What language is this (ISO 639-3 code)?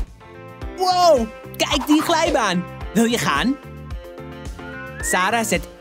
nld